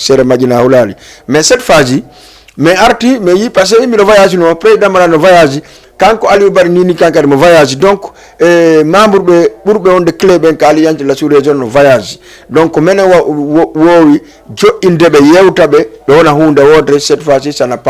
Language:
Fula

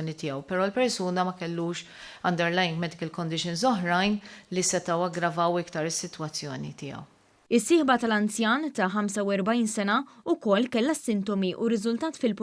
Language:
Maltese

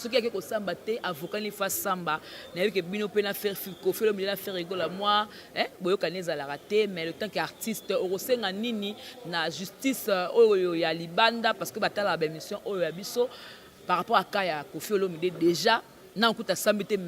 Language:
Lingala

